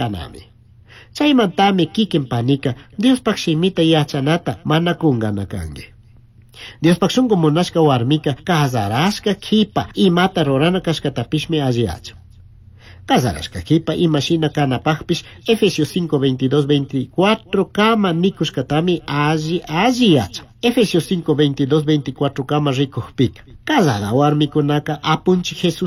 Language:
Chimborazo Highland Quichua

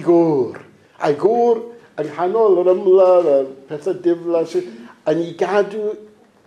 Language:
Welsh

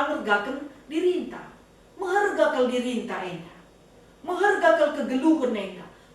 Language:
Batak Karo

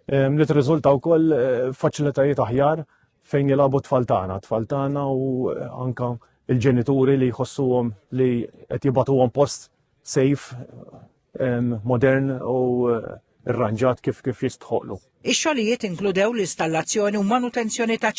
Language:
Maltese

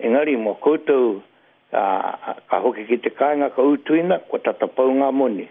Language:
Māori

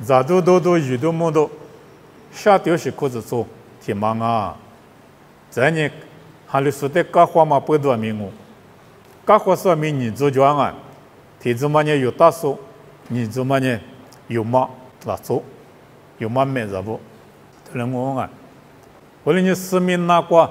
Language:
Lisu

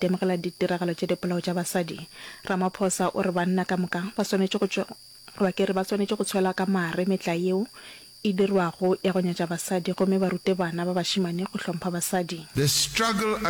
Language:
Northern Sotho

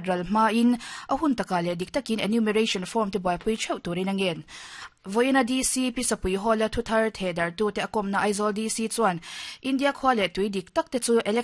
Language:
Mizo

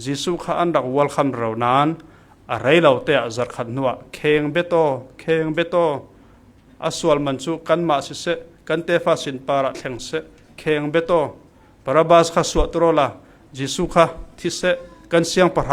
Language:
Falam Chin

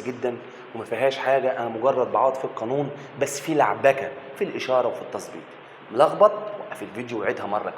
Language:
Egyptian Arabic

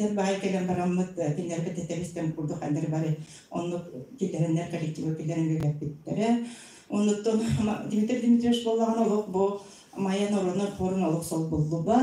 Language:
Yakut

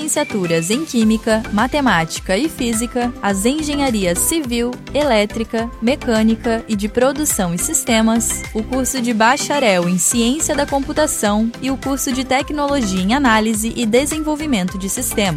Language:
Portuguese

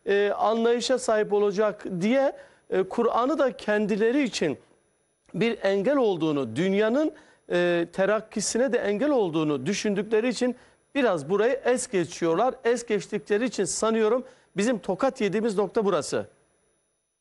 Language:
Turkish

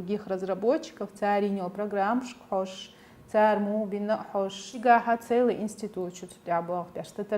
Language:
Chechen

